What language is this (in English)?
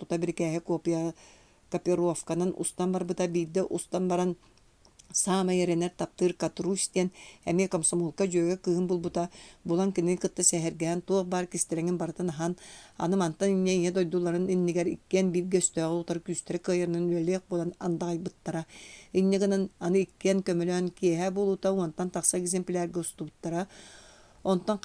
Yakut